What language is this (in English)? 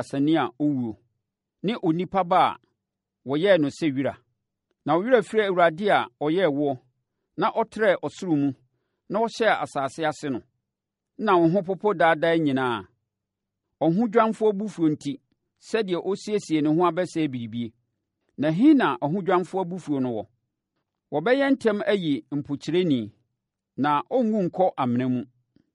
Akan